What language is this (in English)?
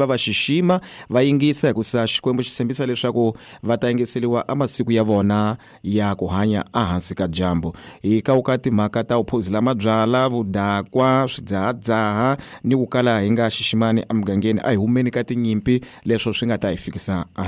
Tsonga